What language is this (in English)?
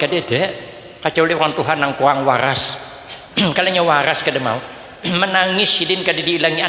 Banjar